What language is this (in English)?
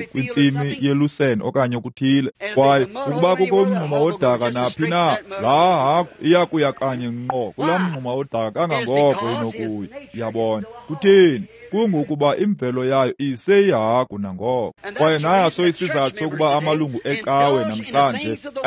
Xhosa